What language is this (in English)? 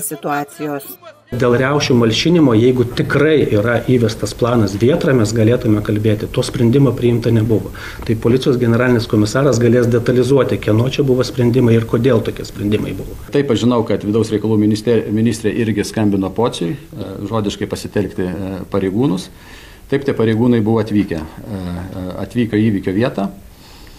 Lithuanian